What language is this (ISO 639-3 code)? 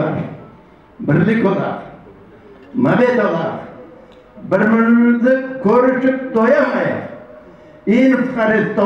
crh